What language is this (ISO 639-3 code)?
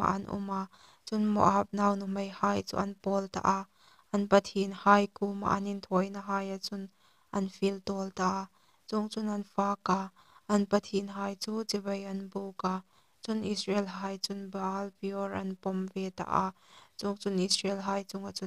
hmr